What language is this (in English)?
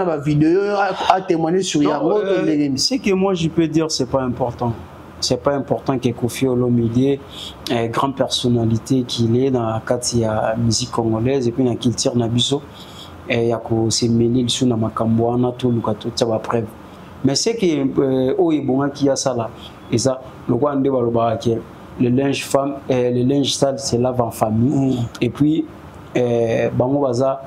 Lingala